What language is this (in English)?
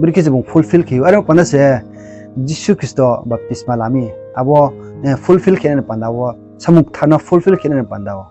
Riang (India)